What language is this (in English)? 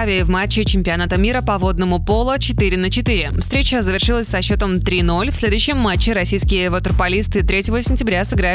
Russian